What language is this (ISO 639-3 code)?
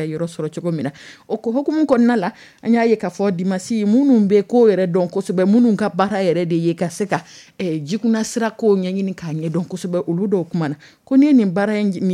dyu